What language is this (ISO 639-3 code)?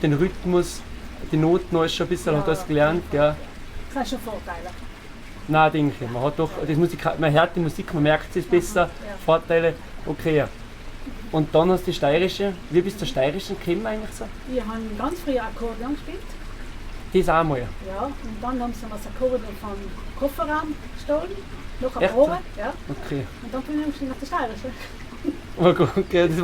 bar